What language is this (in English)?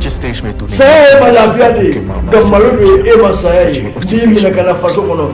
Bambara